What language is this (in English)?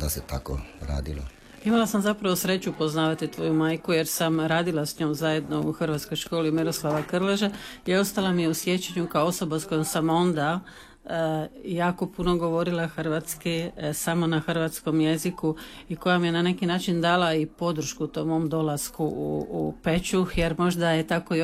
Croatian